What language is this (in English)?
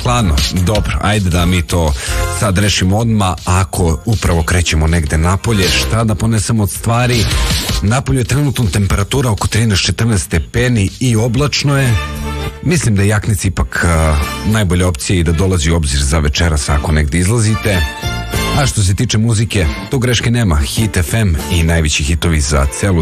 Serbian